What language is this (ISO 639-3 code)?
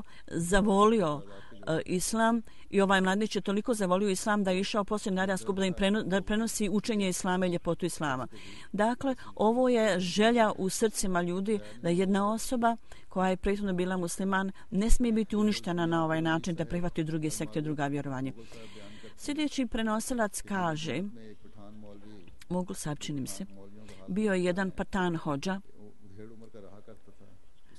bos